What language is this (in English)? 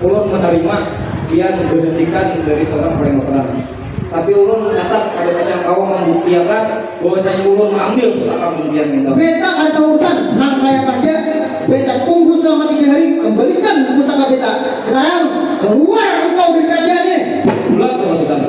Banjar